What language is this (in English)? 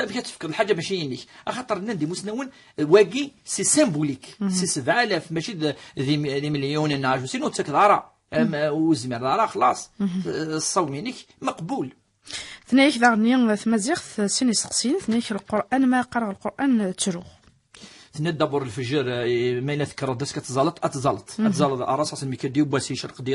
Kabyle